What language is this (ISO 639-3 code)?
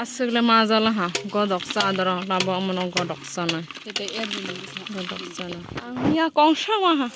trp